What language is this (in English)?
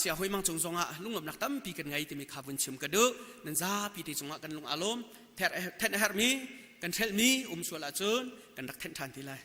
Hakha Chin